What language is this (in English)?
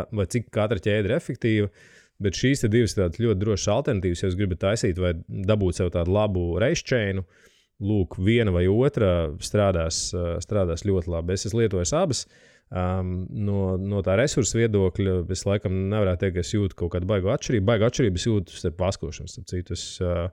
Latvian